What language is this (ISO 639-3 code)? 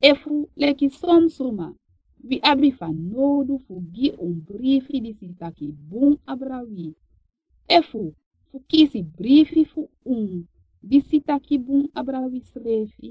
srn